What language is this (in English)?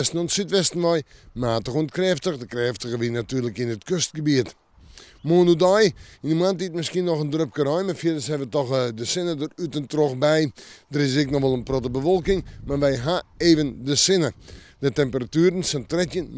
Western Frisian